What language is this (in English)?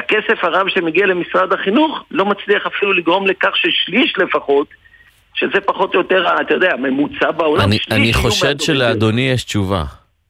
Hebrew